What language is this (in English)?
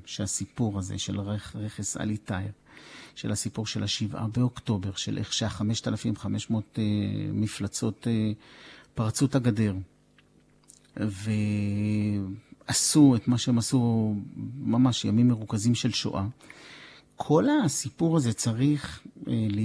Hebrew